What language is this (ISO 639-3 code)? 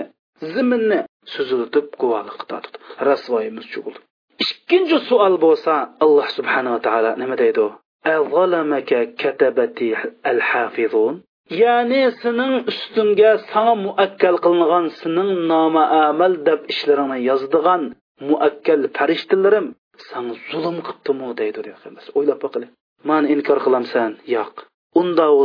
uig